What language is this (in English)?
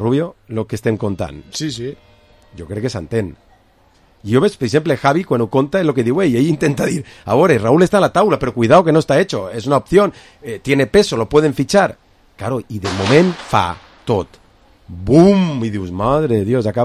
Catalan